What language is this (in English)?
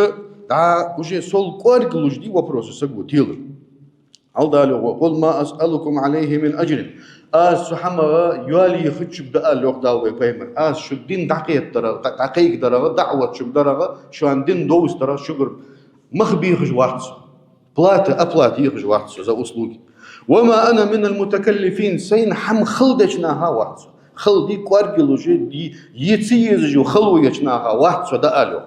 Ingush